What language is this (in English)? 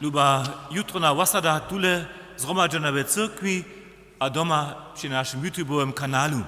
Upper Sorbian